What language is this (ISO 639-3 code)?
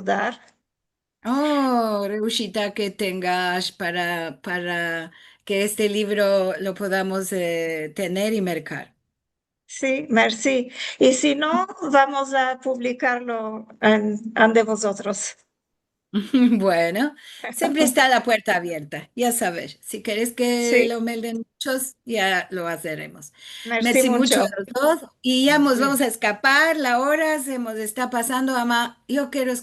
lad